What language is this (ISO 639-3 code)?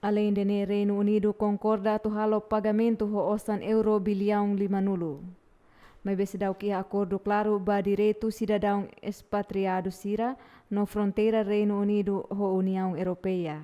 tet